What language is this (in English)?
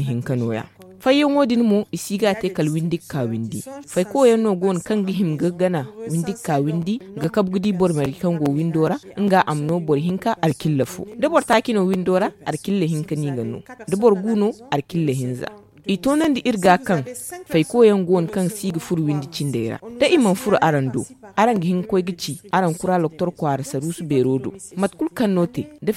Zarma